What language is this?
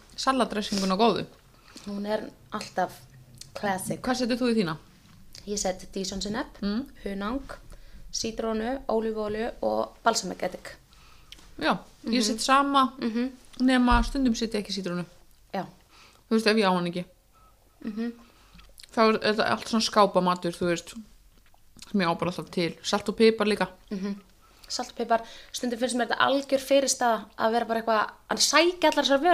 Icelandic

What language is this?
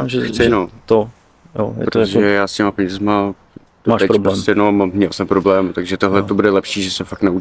Czech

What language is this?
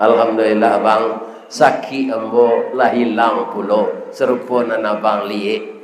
Minangkabau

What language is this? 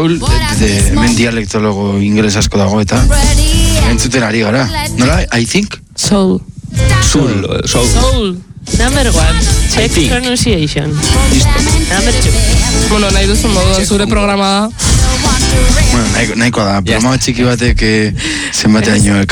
Basque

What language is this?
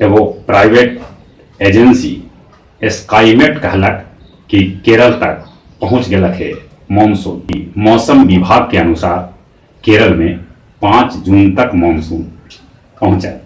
Magahi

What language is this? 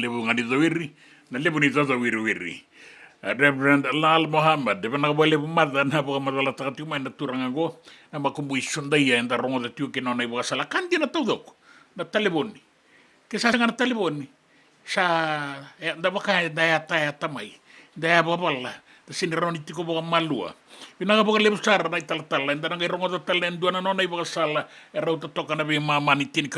Fijian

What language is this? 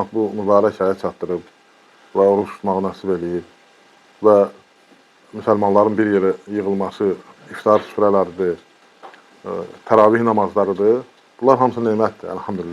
Azerbaijani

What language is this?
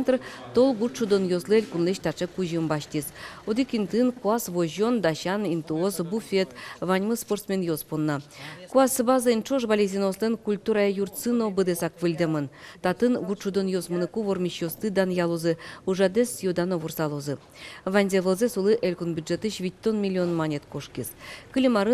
Udmurt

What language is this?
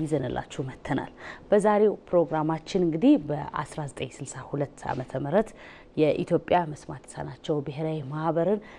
Amharic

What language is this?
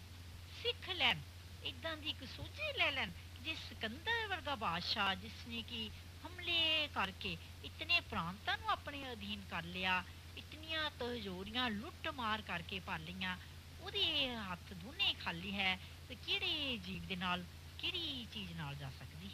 Punjabi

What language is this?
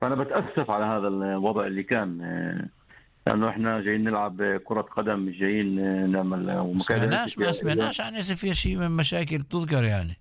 North Levantine Arabic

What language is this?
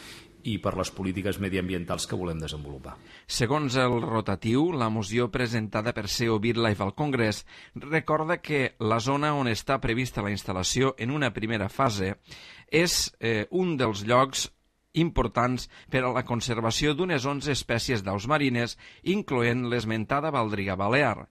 Catalan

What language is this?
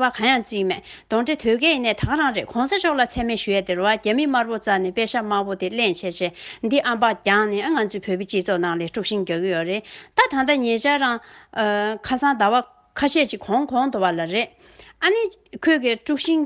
Tibetan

